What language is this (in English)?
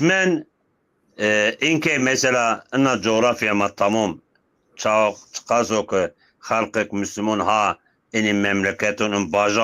Zaza